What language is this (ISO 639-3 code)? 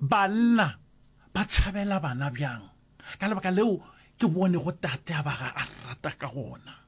nso